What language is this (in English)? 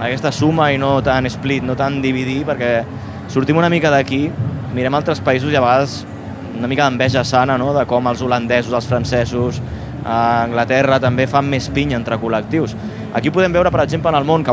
Catalan